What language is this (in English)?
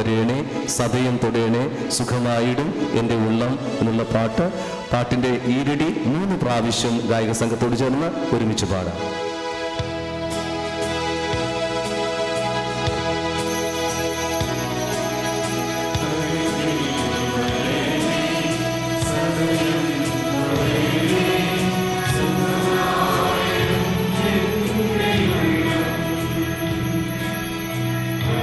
Malayalam